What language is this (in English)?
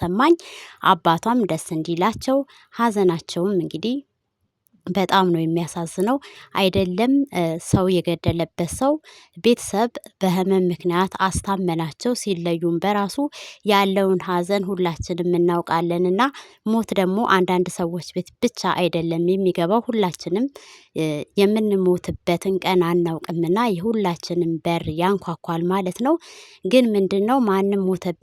Amharic